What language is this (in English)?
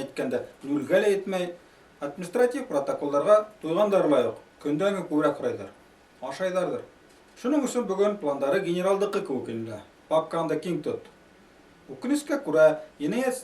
Bashkir